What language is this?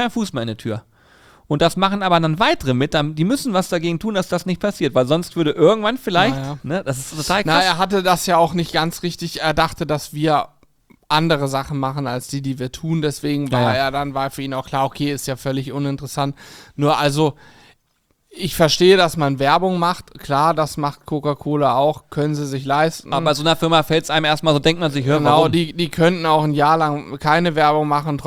German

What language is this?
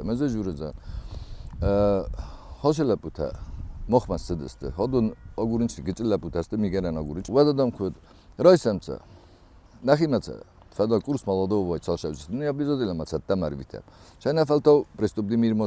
Ossetic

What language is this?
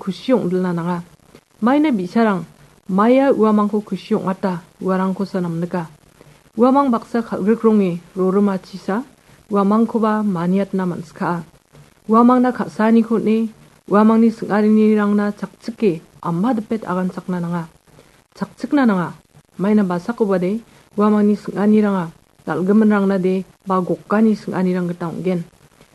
Garo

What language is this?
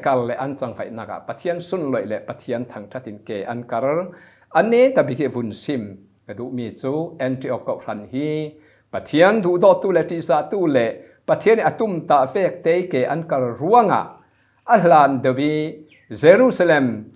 Falam Chin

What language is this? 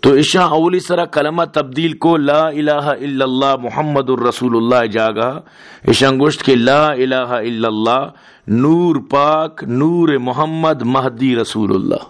Baluchi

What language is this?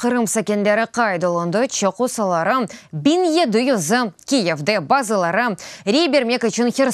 Crimean Tatar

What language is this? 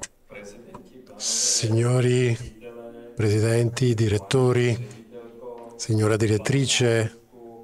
Italian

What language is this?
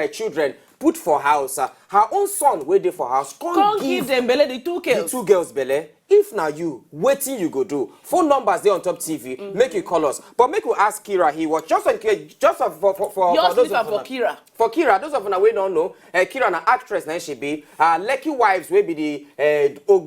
Nigerian Pidgin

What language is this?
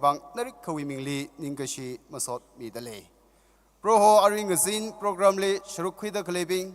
Tangkhul Naga (India)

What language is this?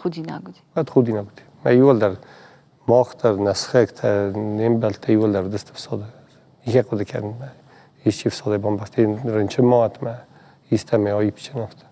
Ossetic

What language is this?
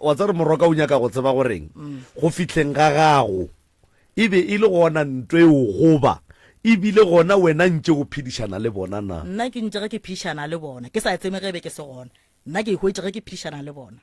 Northern Sotho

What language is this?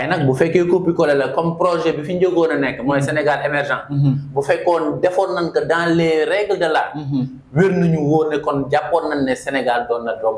Wolof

